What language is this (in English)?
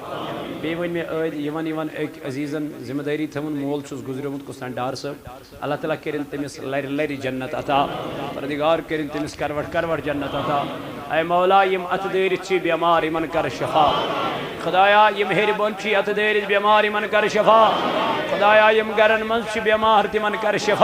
Kashmiri